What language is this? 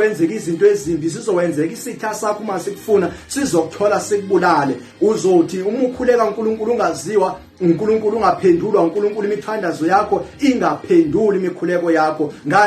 Zulu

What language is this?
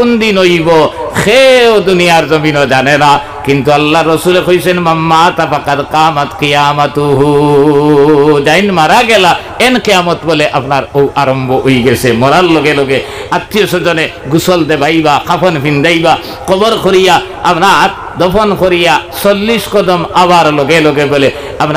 Sylheti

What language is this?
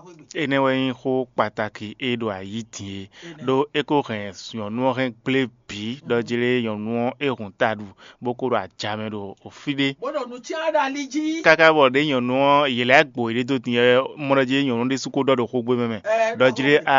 Fon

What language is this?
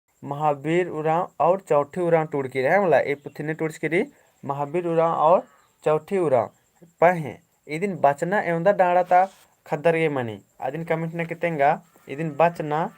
Kurukh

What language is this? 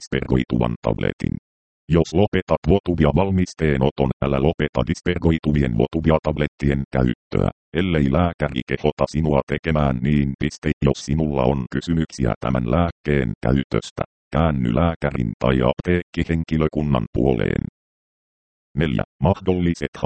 Finnish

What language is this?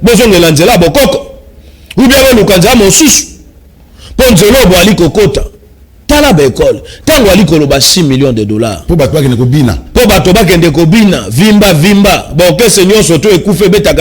Lingala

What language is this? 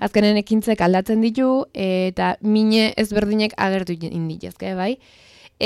Basque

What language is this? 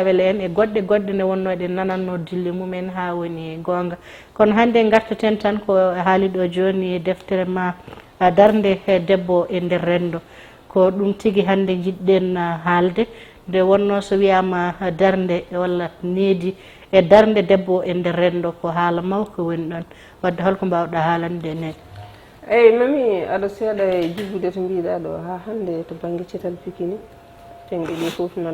Fula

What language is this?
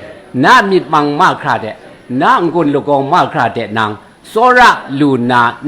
Kachin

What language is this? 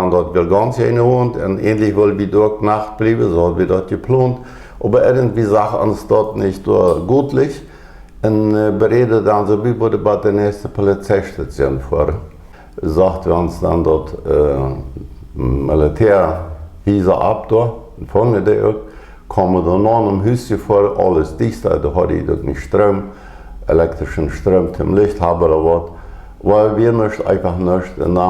Plautdietsch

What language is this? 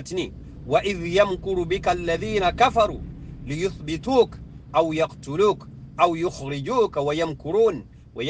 Soninke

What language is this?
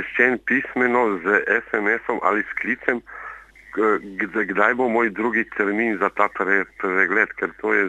Slovenian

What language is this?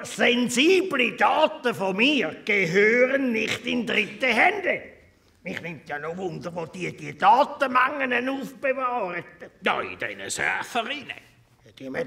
Swiss German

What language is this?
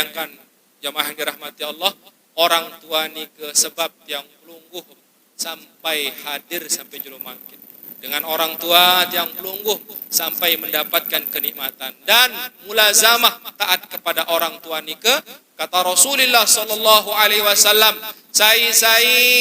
Sasak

